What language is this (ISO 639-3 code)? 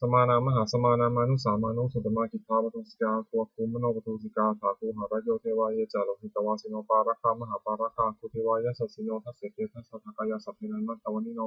pli